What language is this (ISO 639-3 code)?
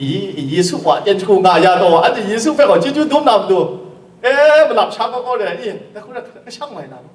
kac